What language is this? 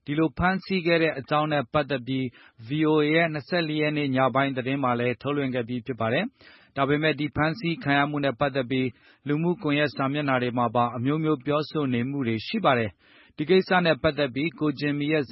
Burmese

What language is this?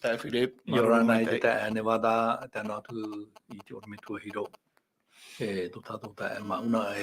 Tahitian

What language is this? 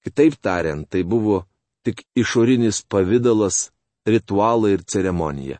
Lithuanian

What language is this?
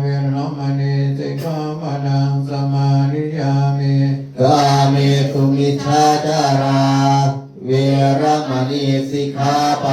Pali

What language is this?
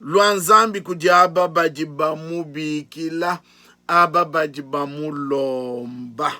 Luba-Lulua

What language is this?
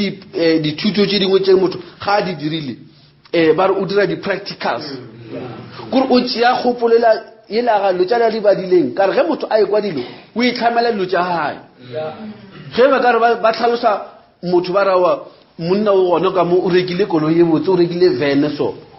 Northern Sotho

